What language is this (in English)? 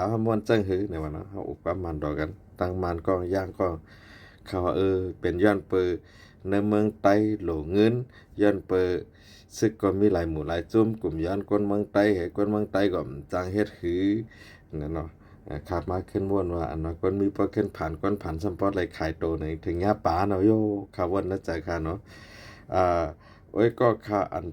Shan